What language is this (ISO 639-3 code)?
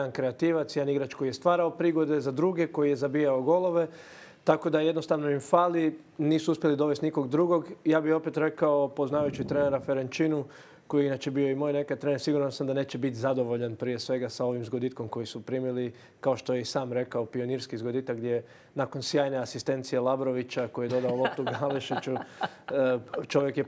hrv